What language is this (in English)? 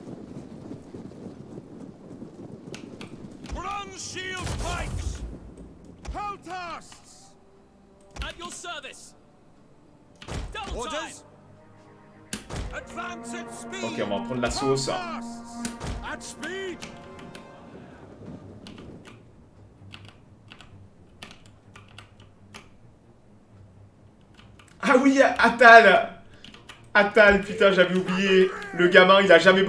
French